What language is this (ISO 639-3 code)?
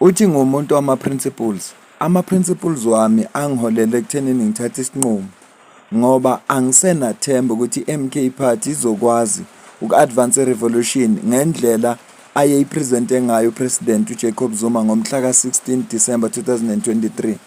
zul